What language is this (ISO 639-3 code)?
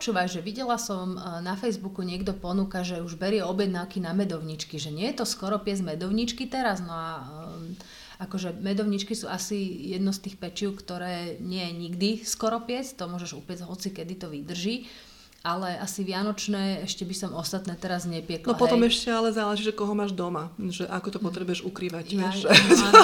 slk